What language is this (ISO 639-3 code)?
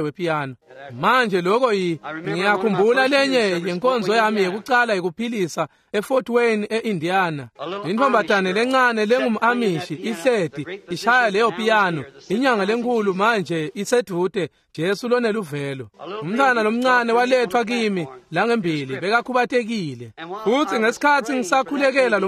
ssw